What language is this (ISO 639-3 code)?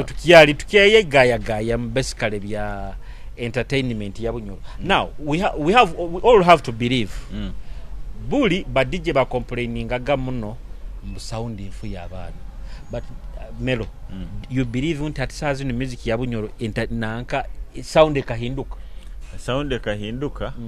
nyo